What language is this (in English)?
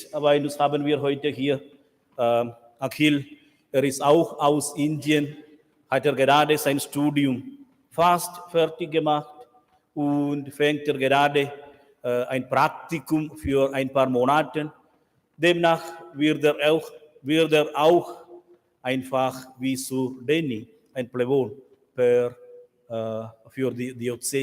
Romansh